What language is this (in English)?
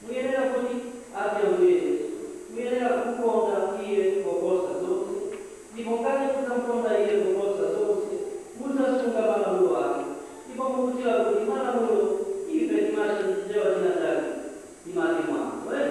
Nyanja